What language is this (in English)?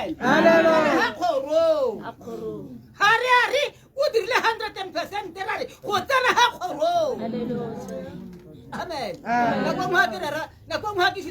Tswana